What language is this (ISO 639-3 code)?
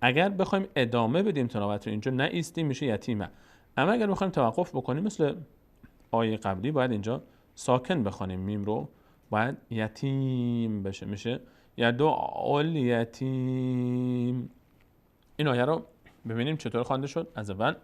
fas